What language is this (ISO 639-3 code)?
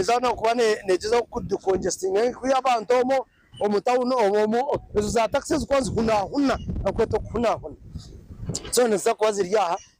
nyn